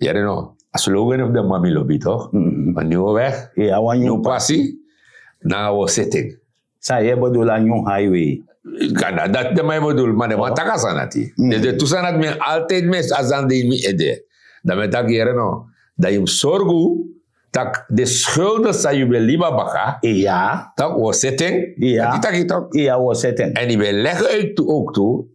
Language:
Sranan Tongo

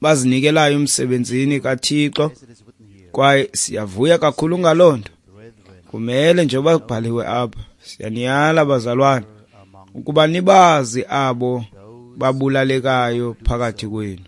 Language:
Xhosa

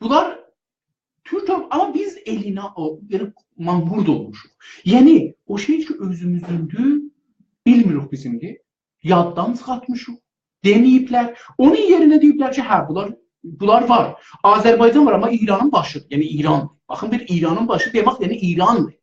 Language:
South Azerbaijani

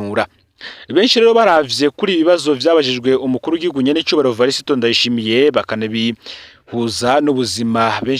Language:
Rundi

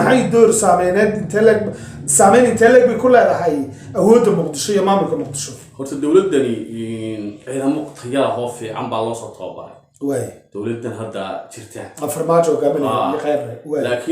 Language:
Somali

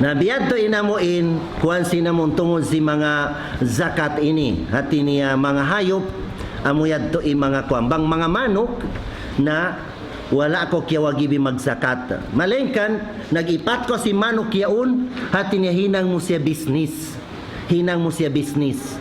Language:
Tausug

